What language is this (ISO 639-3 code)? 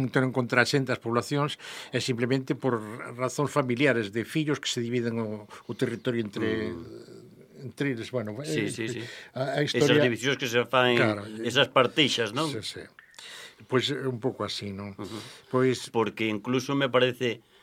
glg